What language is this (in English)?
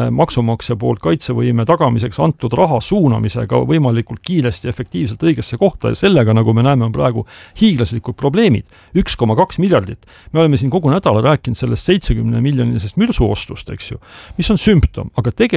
Estonian